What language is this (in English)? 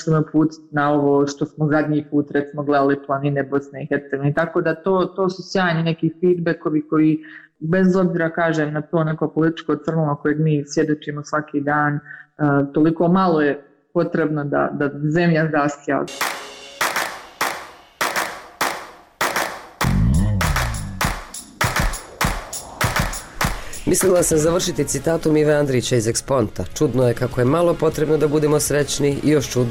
Bosnian